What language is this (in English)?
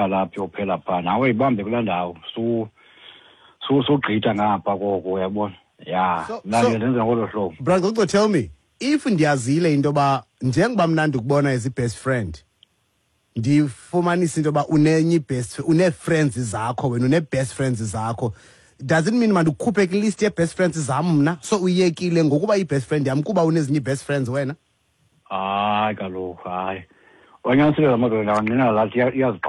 Xhosa